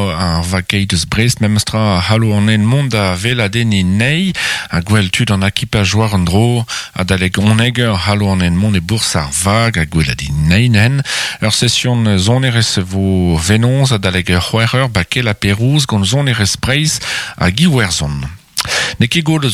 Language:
Breton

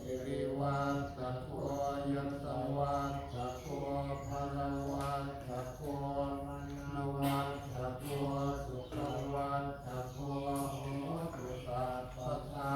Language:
Pali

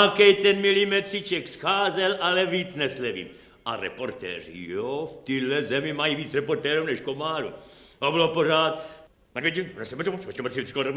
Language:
Czech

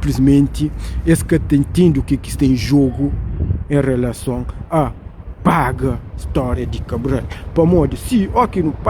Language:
Kabuverdianu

